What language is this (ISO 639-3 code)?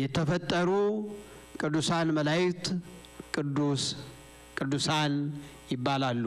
amh